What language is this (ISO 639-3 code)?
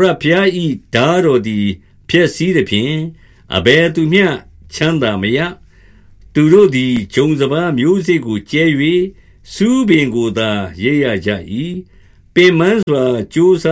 mya